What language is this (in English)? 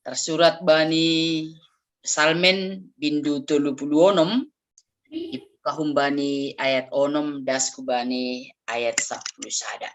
Batak Simalungun